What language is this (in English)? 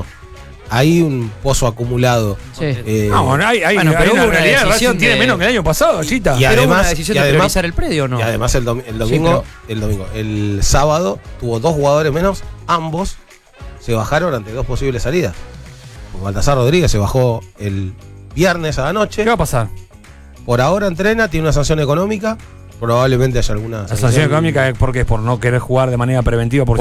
Spanish